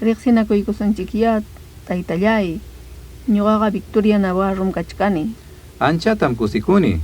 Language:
Ayacucho Quechua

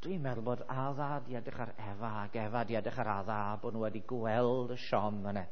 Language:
Welsh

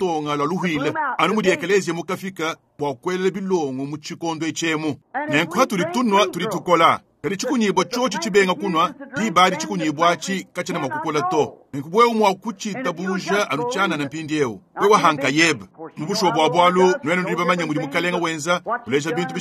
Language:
Luba-Lulua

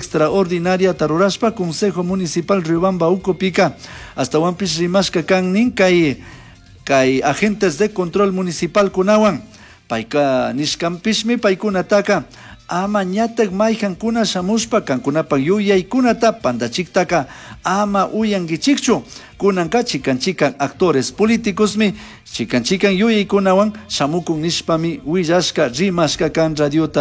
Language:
Chimborazo Highland Quichua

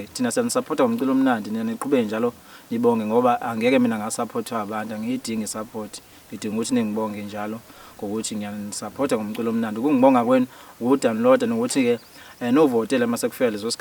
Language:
Zulu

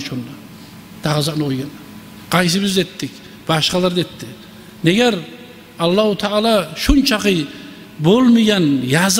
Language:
Kumyk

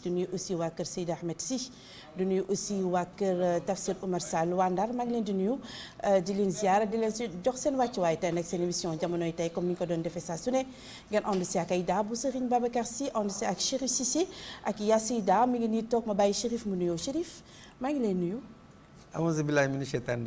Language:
Wolof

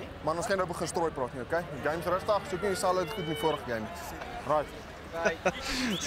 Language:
Afrikaans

